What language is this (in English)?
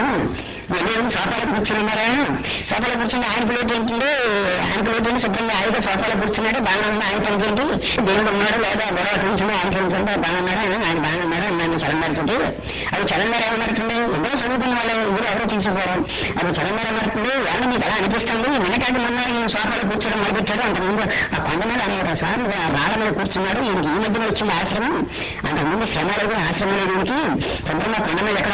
Telugu